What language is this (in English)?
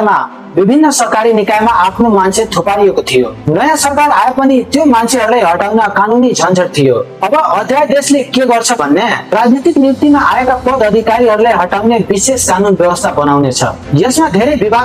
Nepali